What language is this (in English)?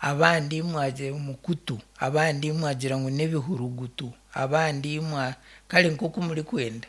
Nyankole